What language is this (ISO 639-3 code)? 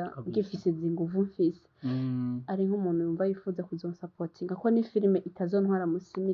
run